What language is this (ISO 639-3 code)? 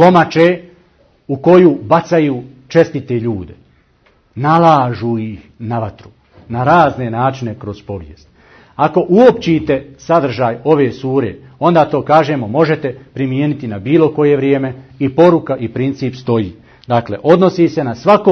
bos